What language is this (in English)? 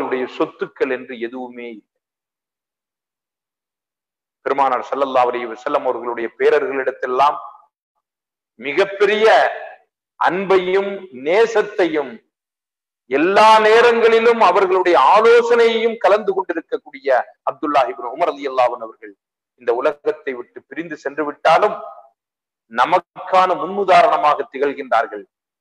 Tamil